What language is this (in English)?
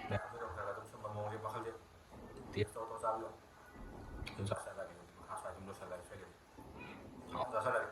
Manipuri